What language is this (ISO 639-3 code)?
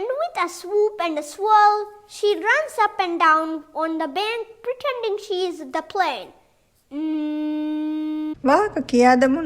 div